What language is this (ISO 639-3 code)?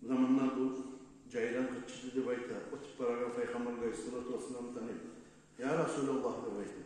kum